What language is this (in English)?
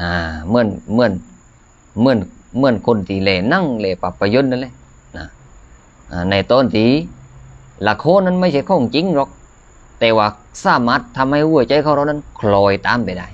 Lao